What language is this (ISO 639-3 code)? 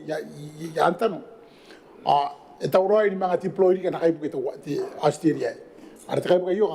gil